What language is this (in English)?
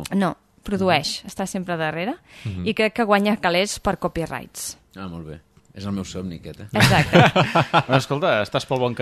Catalan